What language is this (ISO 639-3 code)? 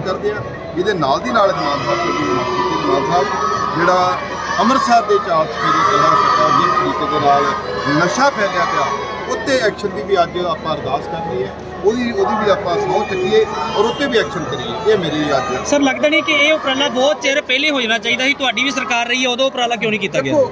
pan